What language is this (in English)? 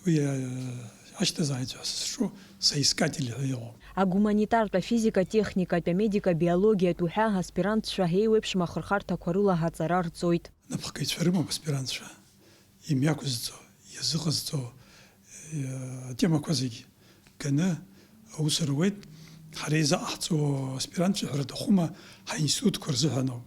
Abkhazian